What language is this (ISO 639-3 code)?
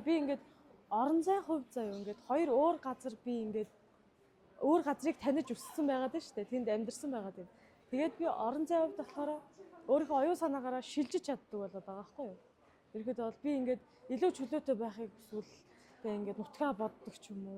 mon